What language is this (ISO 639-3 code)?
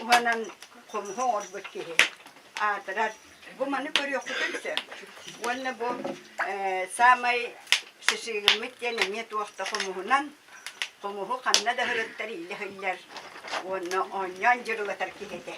sah